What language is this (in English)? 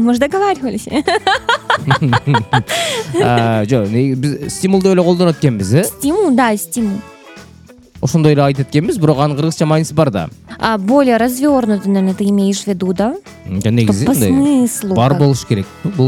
Kyrgyz